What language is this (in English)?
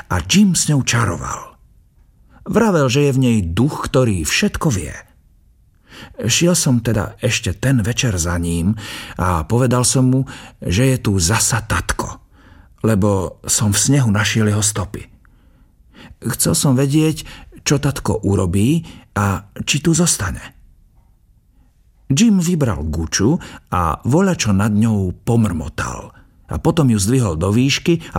Slovak